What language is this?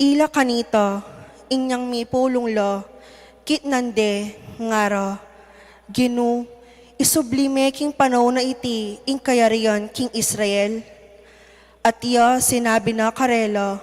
Pampanga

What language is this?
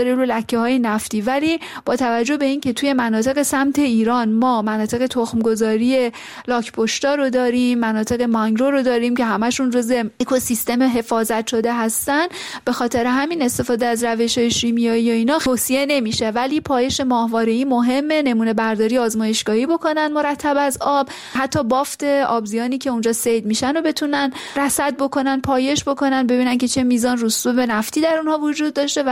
Persian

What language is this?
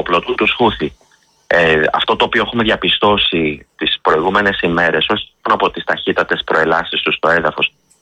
Greek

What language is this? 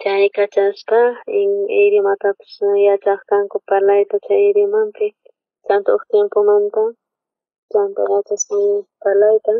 South Bolivian Quechua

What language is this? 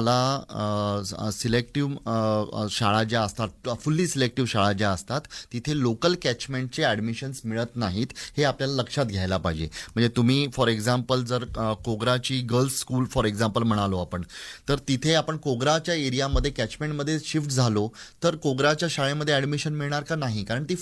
Marathi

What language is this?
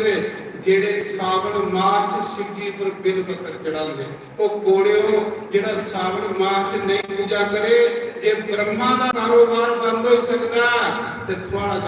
Dogri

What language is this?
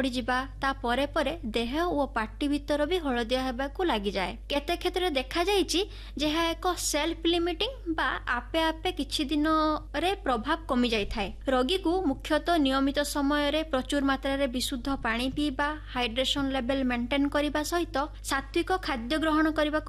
Odia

